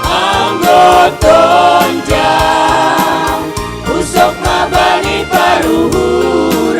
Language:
Batak Simalungun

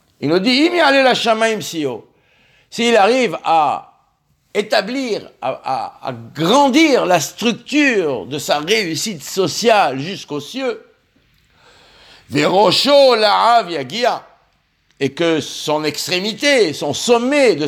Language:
French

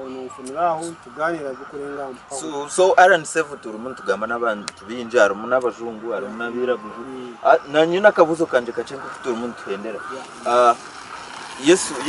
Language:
Nyankole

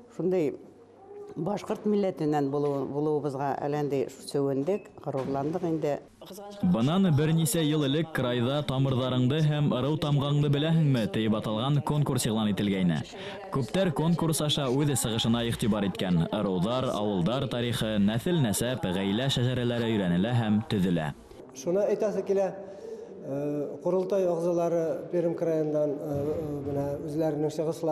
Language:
Bashkir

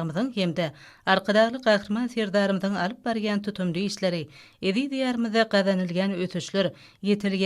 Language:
Turkmen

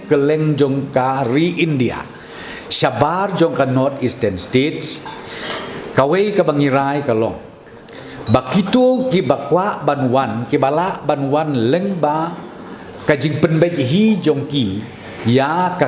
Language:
Khasi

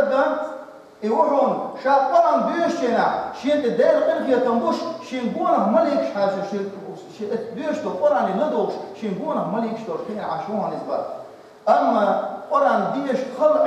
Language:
Chechen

